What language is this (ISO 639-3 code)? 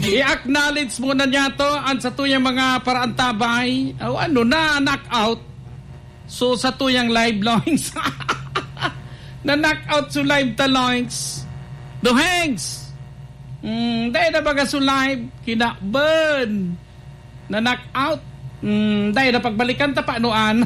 bik